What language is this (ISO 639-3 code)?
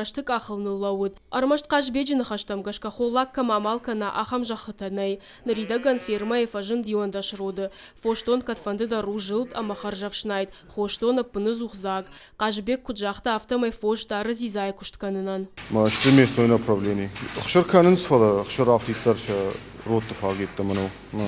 oss